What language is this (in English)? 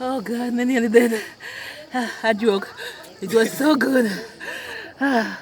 Jamaican Creole English